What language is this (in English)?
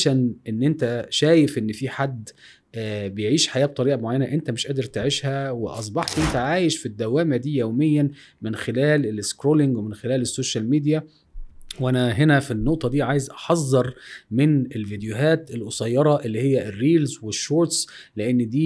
Egyptian Arabic